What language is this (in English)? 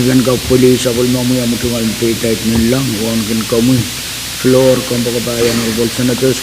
Pohnpeian